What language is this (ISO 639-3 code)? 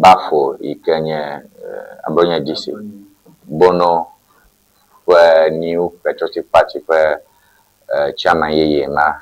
ewe